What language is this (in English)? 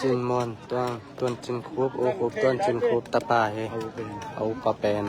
Tedim Chin